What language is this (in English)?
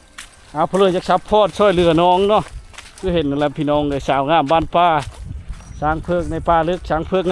Lao